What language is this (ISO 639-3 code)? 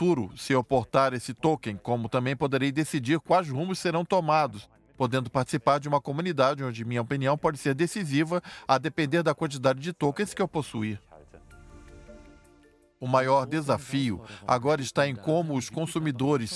por